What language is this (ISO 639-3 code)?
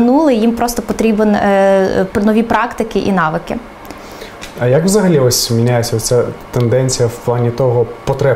ukr